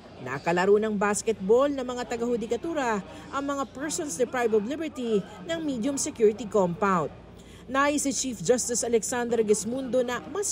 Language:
Filipino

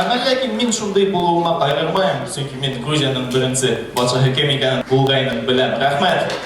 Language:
Bashkir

